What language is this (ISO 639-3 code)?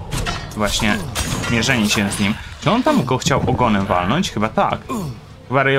pol